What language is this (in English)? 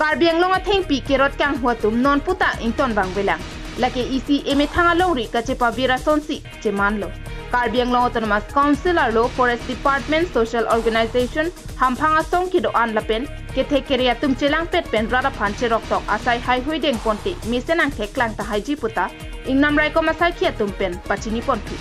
Karbi